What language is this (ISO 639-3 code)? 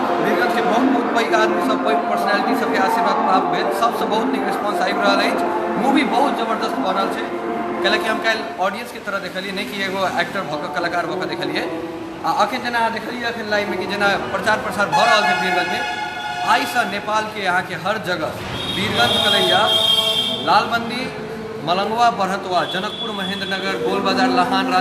mai